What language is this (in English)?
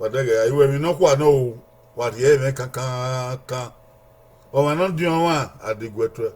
Bini